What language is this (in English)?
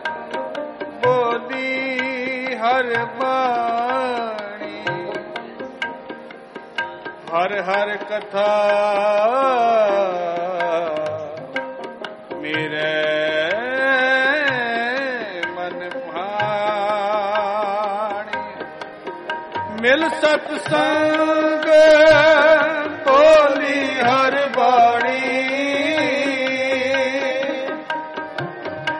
Punjabi